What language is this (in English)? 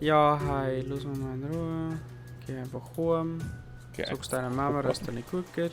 Bavarian